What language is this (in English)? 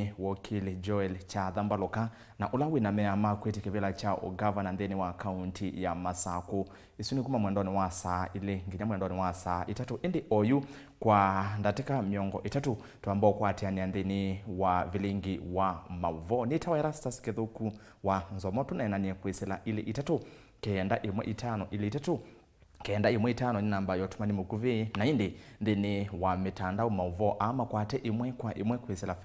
Kamba